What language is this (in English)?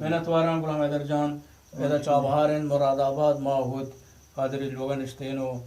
Eastern Balochi